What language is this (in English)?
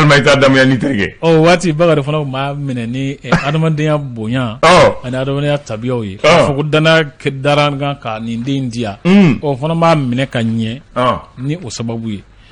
Bambara